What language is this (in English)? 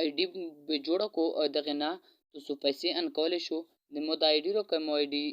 Pashto